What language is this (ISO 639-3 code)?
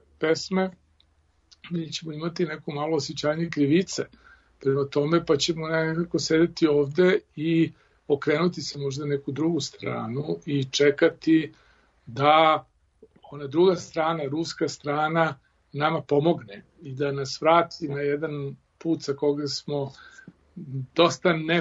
srp